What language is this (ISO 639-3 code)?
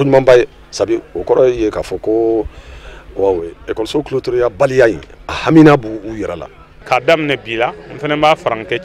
bam